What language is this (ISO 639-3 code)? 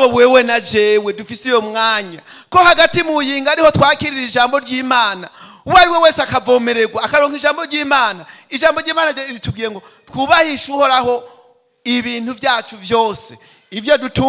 run